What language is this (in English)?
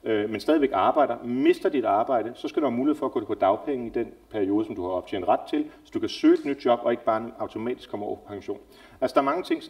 Danish